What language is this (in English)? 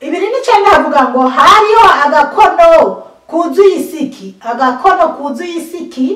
Rundi